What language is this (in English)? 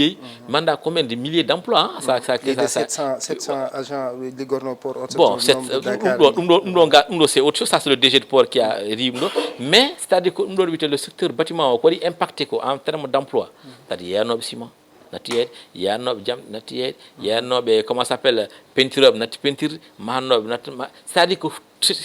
Fula